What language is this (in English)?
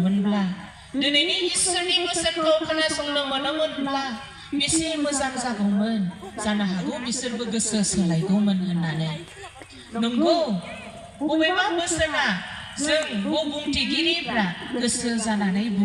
Bodo